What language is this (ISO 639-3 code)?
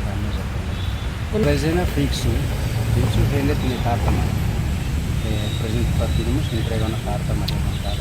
tet